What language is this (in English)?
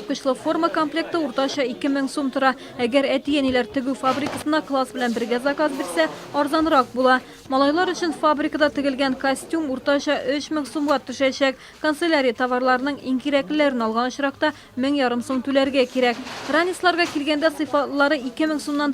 Tatar